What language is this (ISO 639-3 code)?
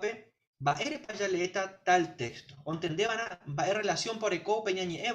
grn